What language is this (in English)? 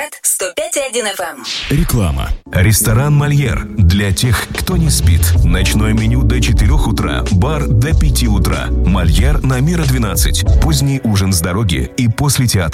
Russian